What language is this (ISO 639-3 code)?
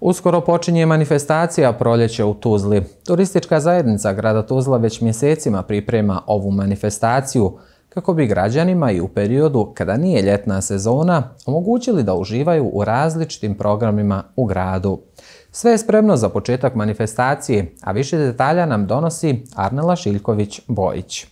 bos